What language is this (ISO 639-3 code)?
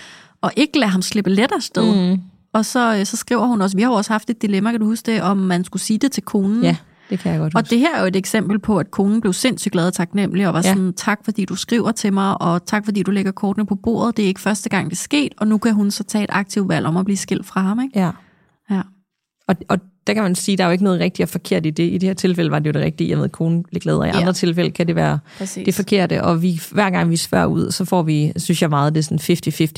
dan